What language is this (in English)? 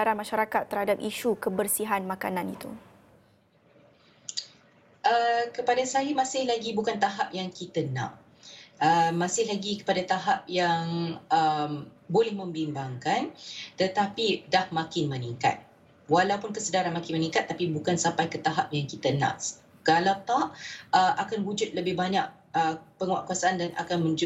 Malay